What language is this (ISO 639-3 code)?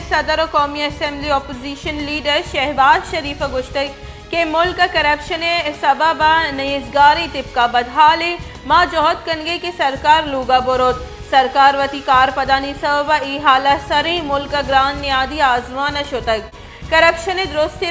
bal